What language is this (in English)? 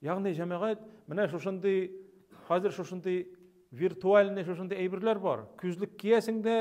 Tatar